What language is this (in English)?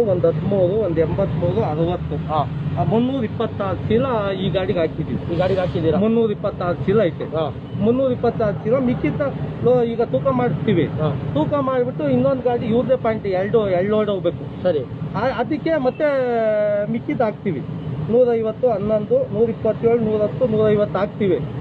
Kannada